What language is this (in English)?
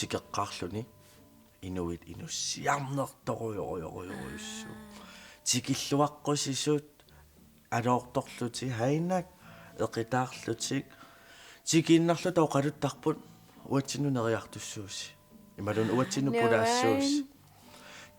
Kalaallisut